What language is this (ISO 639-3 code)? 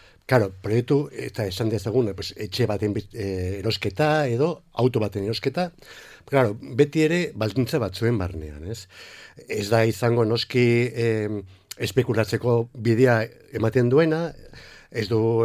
eus